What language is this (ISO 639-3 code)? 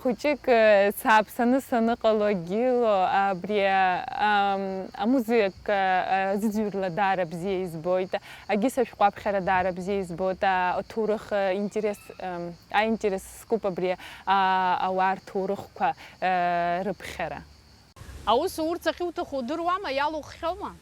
abk